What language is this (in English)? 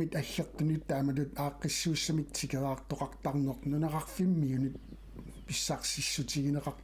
Kalaallisut